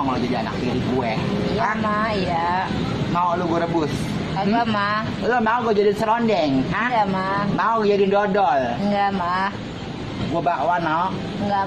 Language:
Betawi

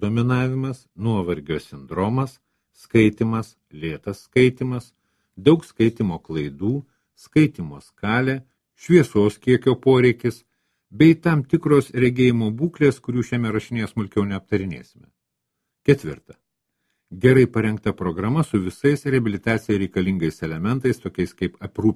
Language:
Lithuanian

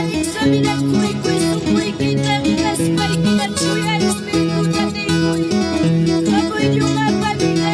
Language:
Ayacucho Quechua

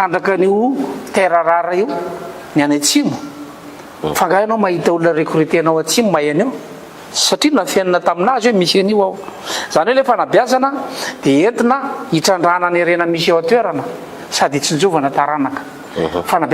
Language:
Malagasy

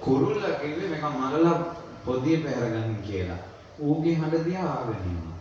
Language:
Sinhala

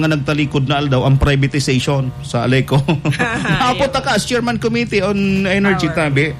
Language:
Bikol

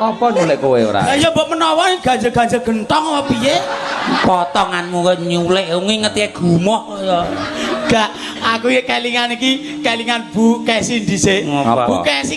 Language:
Javanese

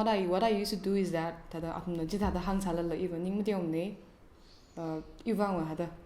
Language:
Tangkhul Naga (India)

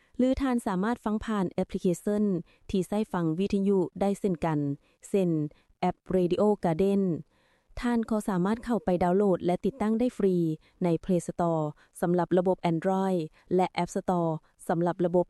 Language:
Lao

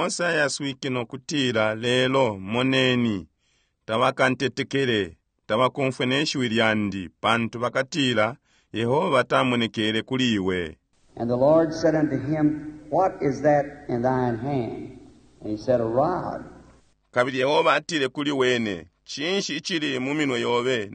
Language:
Bemba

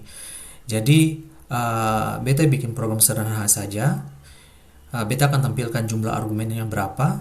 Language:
Ambonese Malay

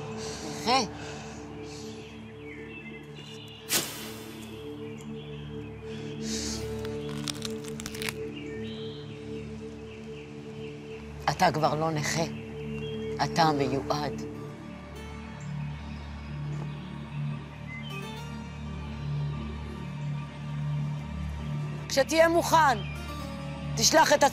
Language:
Hebrew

